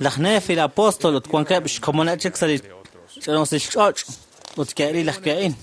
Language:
Kekchí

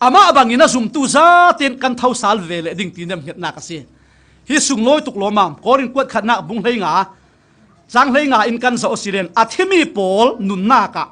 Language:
Falam Chin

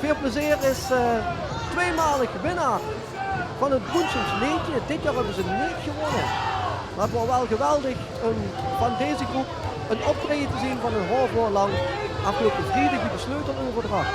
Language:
Limburgish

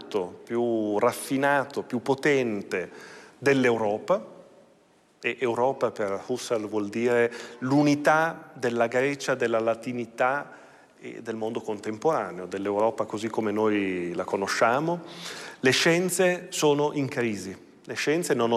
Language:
Italian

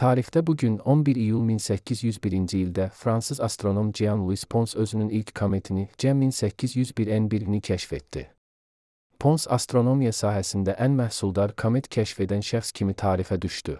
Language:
Azerbaijani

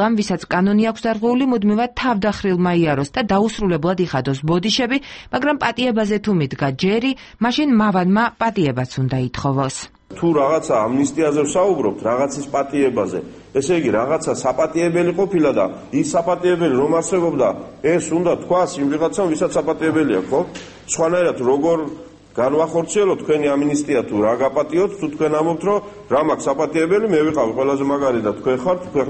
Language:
Georgian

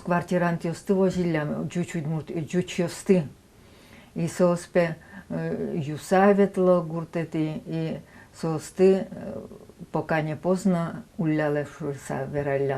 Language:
Udmurt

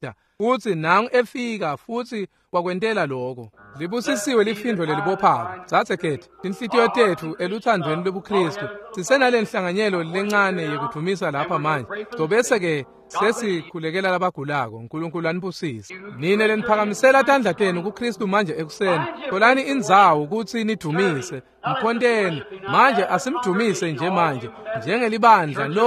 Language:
Swati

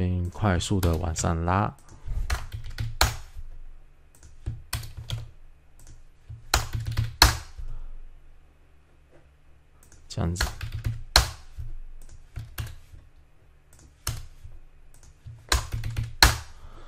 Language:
Chinese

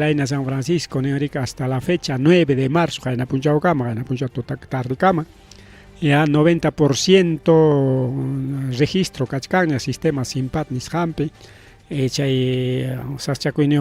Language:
Ayacucho Quechua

